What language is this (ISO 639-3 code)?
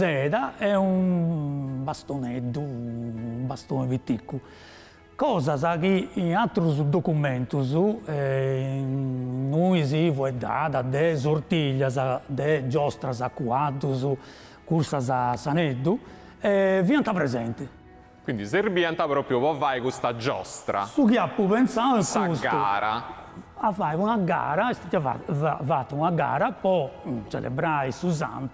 srd